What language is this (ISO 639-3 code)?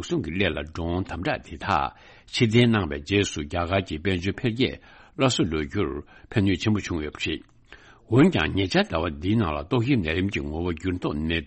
bod